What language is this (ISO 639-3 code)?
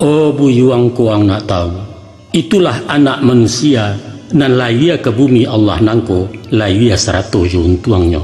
min